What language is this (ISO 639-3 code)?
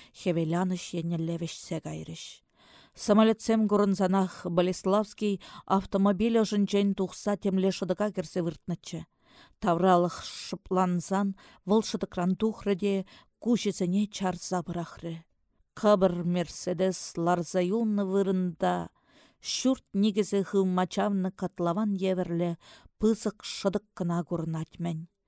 chv